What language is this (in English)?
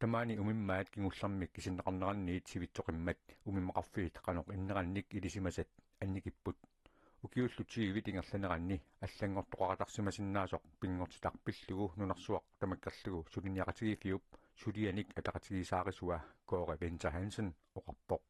Kalaallisut